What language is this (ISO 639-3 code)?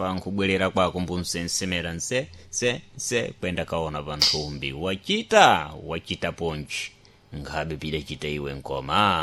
seh